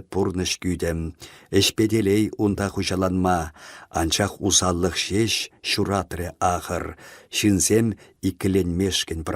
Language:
Chuvash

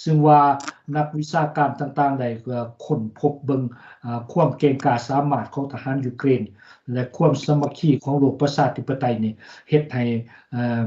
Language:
Lao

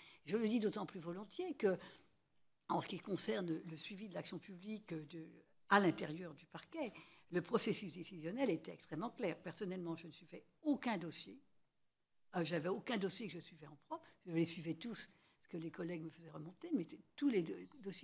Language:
French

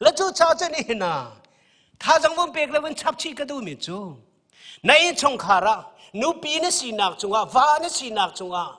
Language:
Hakha Chin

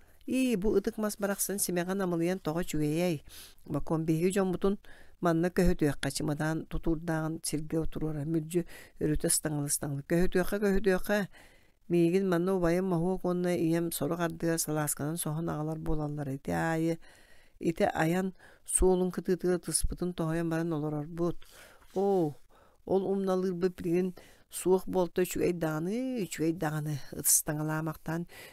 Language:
Yakut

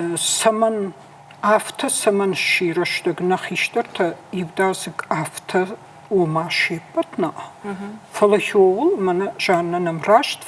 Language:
Ossetic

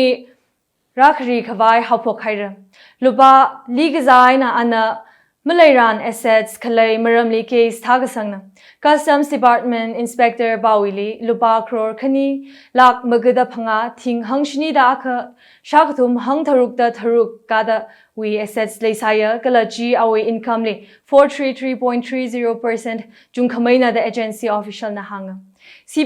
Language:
Tangkhul Naga (India)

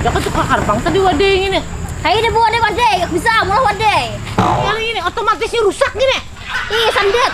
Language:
Banjar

